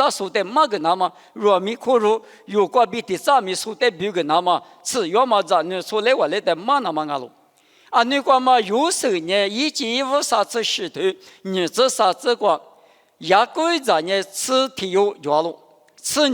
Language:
Lisu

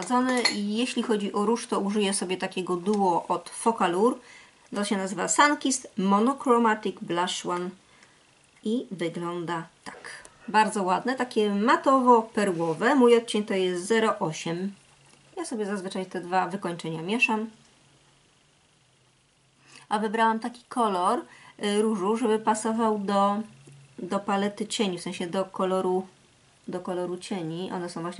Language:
Polish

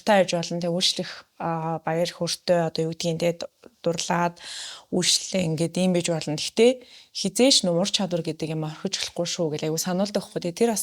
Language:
Mongolian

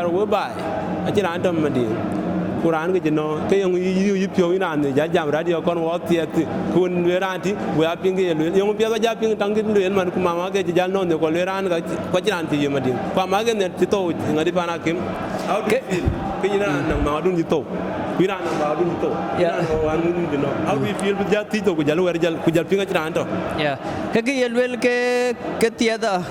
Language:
Dinka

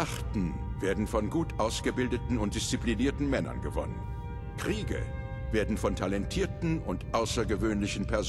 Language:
Bavarian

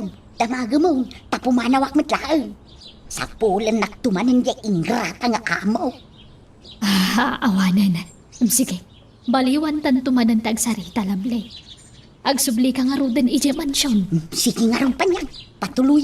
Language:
Iloko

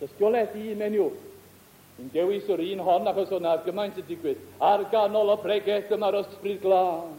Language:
Welsh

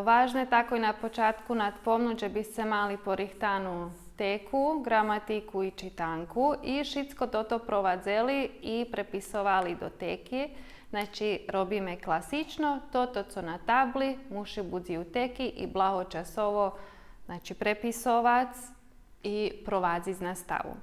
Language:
Rusyn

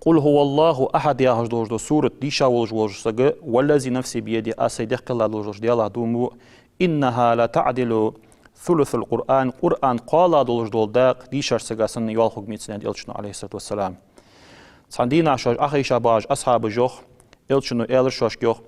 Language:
Ingush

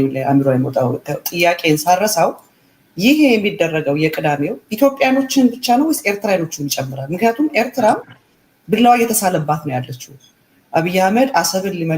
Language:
Amharic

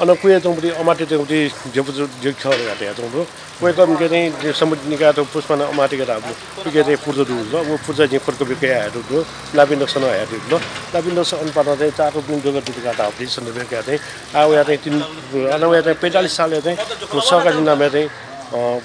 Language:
Newari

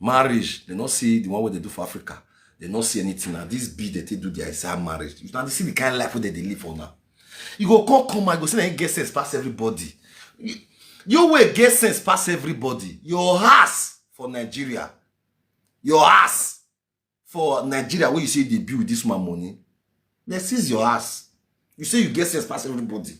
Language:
Nigerian Pidgin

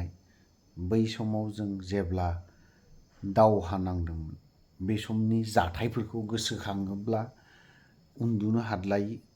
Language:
Bodo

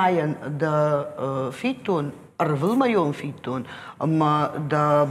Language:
Ossetic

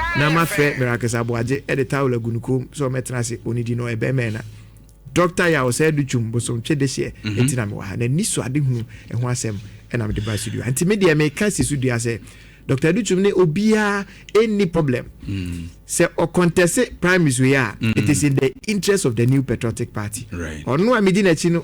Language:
Akan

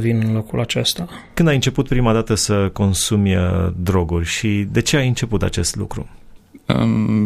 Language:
Romanian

